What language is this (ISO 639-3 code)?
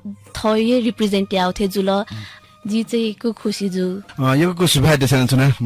new